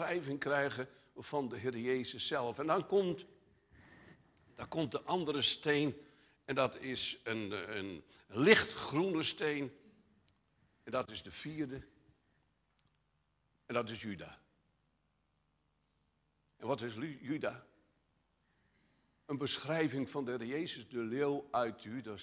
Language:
Dutch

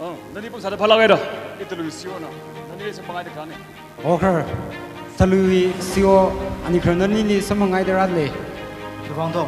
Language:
Tangkhul Naga (India)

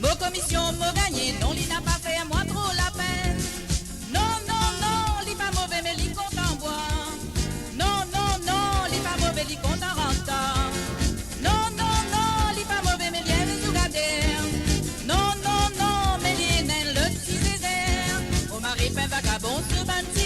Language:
Morisyen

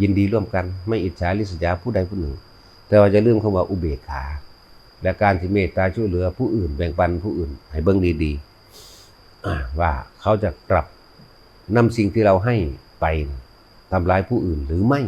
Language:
Northeastern Thai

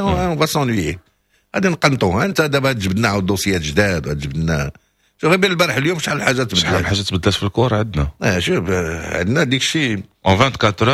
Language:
Moroccan Arabic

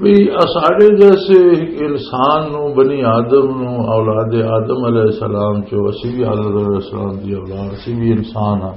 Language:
Western Panjabi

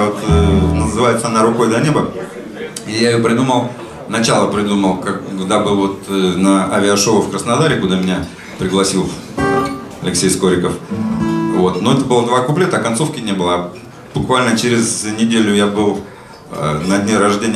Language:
Russian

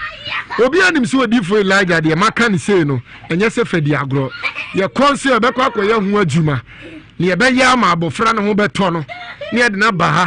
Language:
Akan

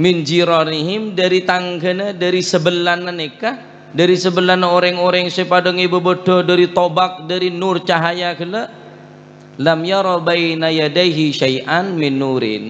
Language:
Madurese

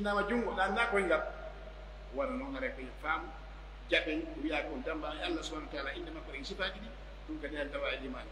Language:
Pular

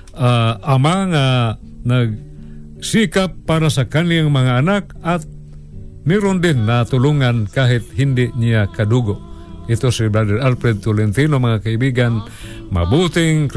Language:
Filipino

